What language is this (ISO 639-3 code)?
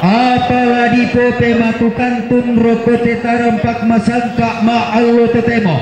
sda